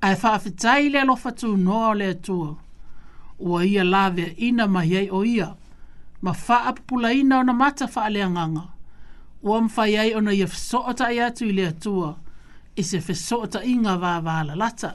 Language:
Samoan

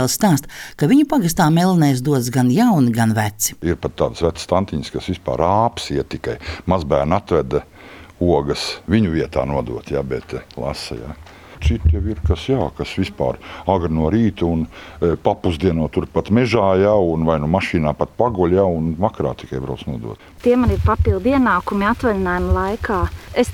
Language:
Latvian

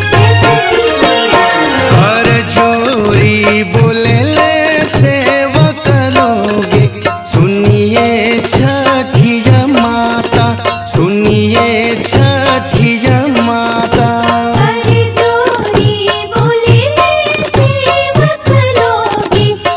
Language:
Bhojpuri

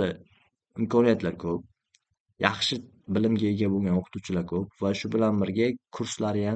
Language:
Uzbek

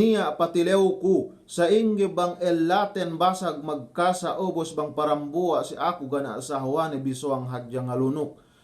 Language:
Yakan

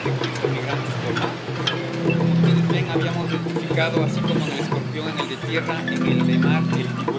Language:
Spanish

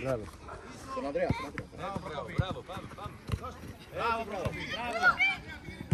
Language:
Greek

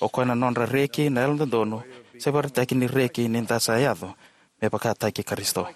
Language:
Fijian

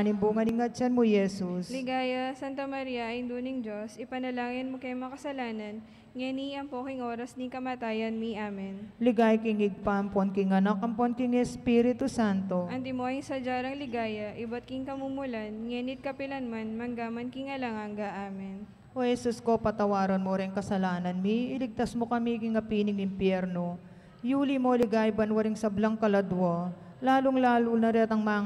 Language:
Pampanga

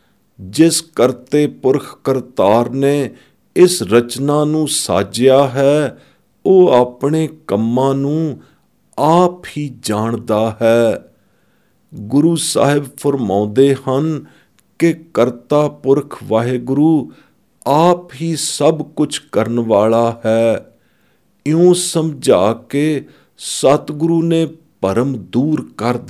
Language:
Punjabi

